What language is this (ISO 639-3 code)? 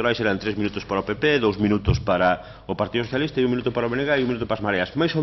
glg